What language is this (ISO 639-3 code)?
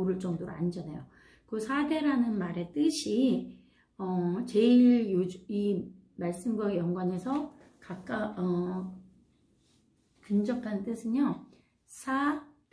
kor